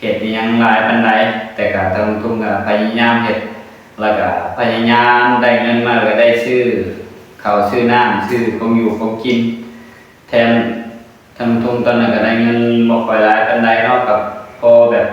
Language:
Northeastern Thai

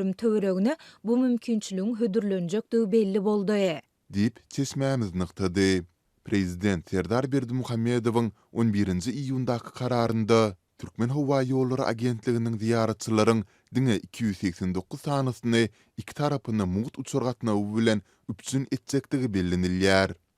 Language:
Turkmen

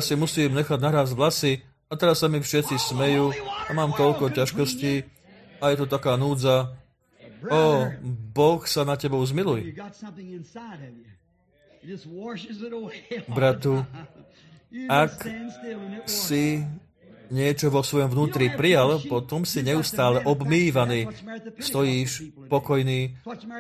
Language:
Slovak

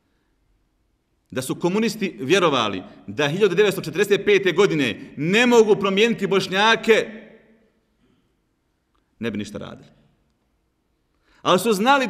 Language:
Bosnian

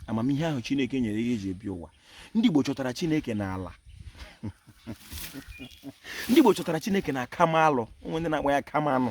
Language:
Igbo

